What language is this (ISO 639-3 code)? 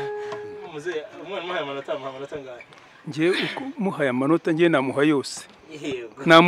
kin